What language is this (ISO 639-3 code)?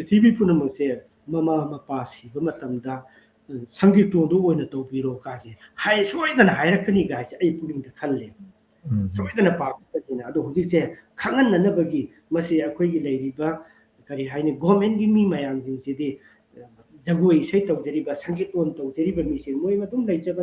mni